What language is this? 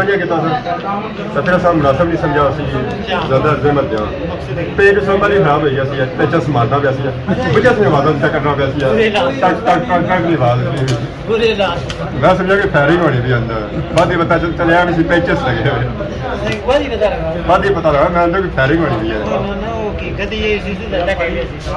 Pahari-Potwari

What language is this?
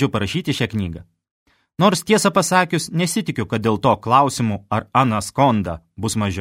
Lithuanian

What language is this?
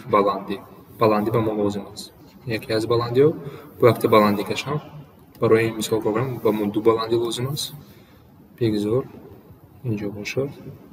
Tajik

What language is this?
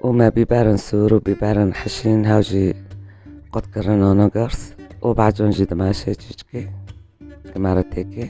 Kurdish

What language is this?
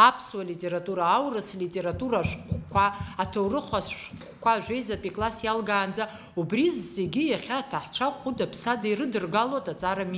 Abkhazian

